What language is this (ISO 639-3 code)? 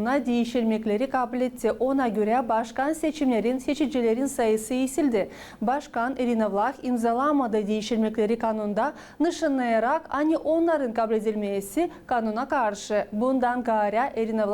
gag